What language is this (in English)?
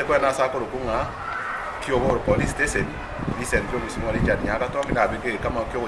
Gusii